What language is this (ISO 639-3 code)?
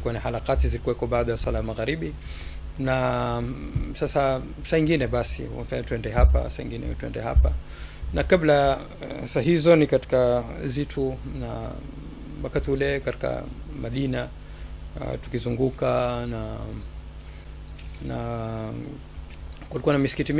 swa